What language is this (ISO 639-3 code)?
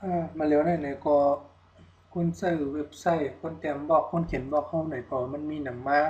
shn